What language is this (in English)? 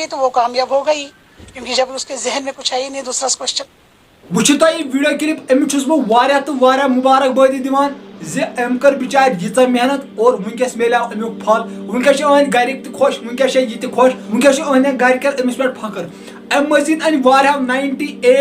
Kashmiri